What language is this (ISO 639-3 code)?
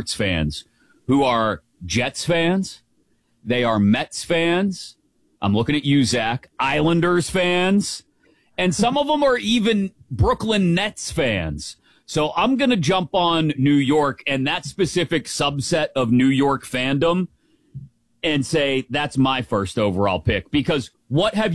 eng